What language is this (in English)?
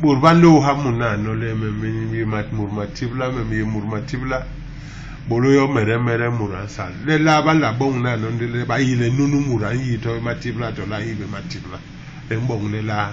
Basaa